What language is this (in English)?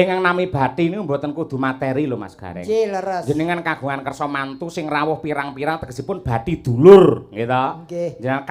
Javanese